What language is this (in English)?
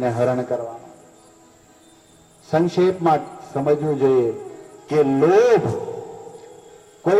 Gujarati